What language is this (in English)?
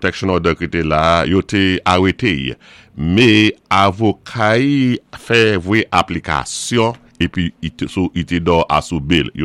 Saint Lucian Creole French